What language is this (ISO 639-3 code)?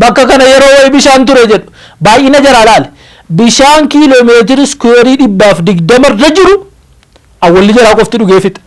orm